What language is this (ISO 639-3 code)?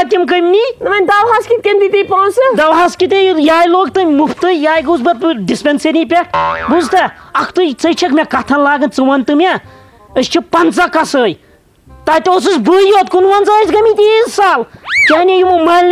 kas